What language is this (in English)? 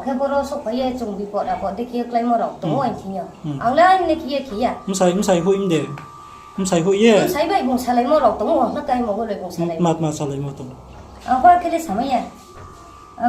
Riang (India)